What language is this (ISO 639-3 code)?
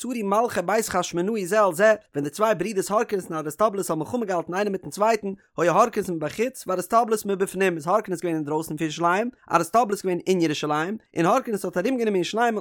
yid